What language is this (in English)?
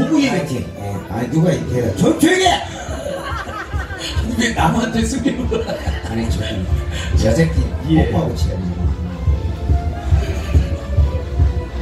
Korean